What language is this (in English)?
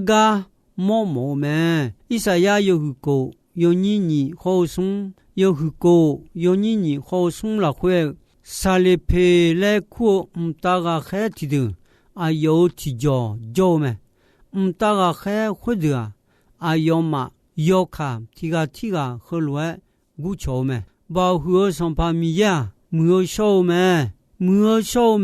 Akha